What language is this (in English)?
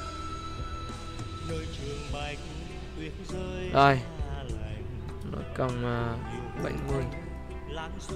Vietnamese